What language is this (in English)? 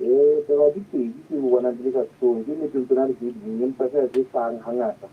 Southern Sotho